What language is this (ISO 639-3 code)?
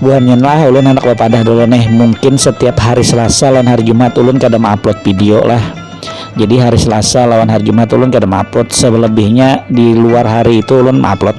bjn